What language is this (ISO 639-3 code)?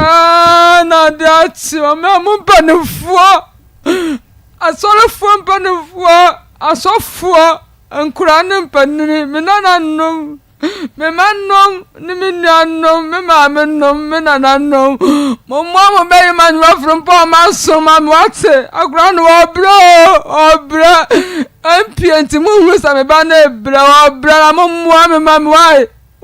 aka